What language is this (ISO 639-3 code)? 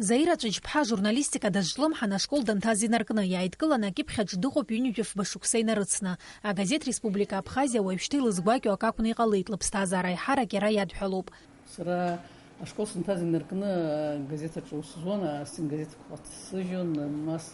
abk